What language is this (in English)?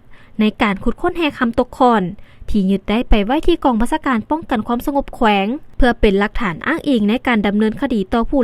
Lao